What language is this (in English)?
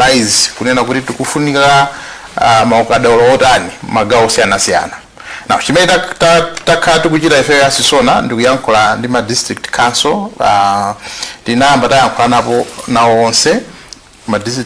Nyanja